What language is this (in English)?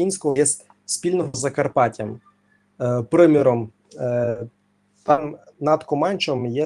Rusyn